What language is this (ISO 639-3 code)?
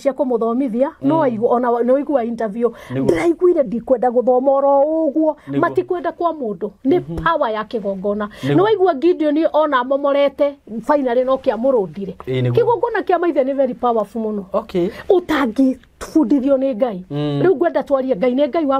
kik